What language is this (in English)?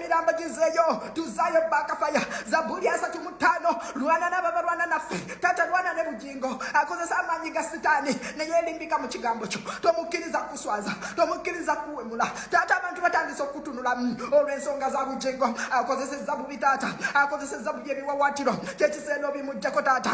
Ganda